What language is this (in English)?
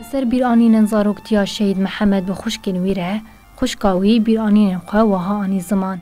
Kurdish